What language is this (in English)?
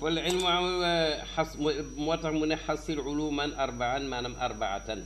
Wolof